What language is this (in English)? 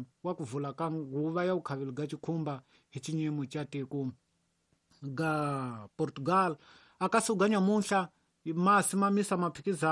Tsonga